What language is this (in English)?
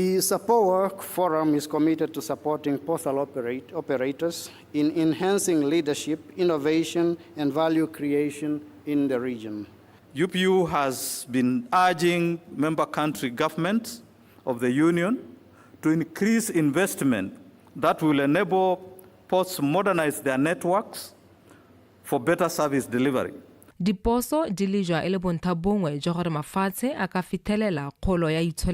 Tswana